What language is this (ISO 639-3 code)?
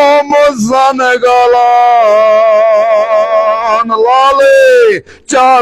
kas